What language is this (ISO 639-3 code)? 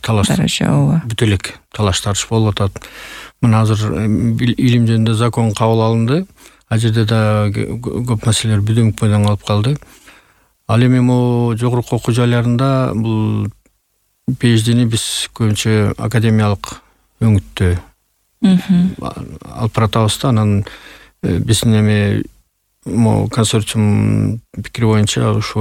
kir